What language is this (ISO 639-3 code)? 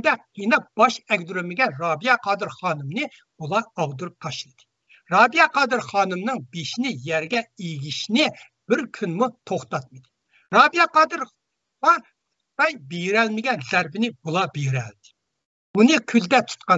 uig